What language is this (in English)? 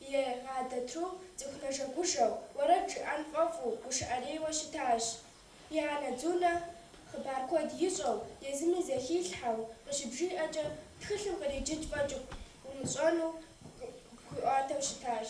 Kabardian